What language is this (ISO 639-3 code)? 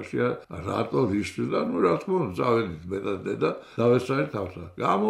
kat